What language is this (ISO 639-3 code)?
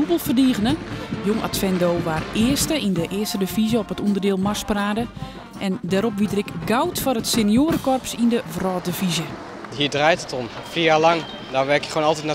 fry